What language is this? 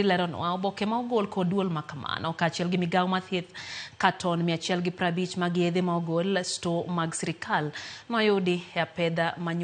Luo (Kenya and Tanzania)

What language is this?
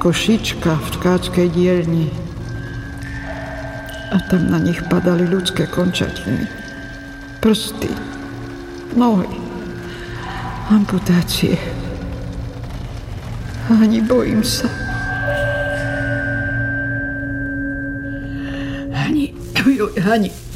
Slovak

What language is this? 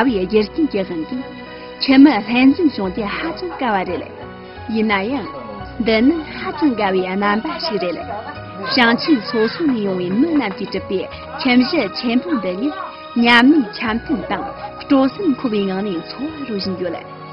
Tibetan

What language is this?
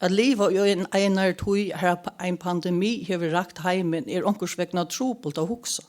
Faroese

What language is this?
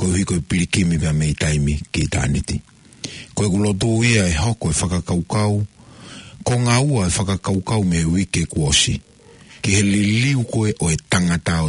Tongan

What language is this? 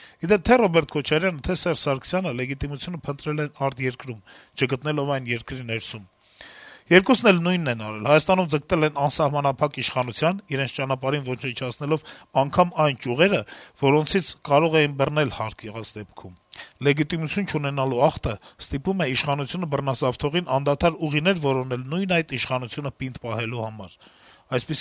Armenian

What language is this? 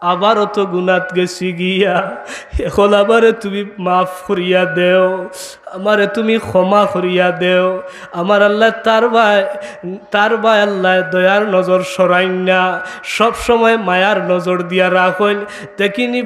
Sylheti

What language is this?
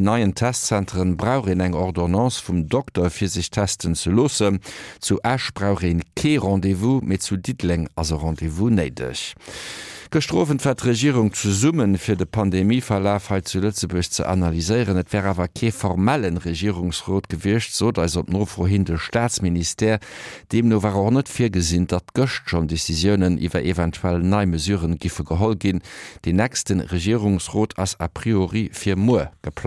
Luxembourgish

